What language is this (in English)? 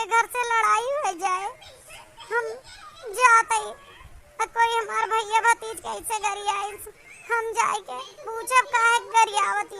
Awadhi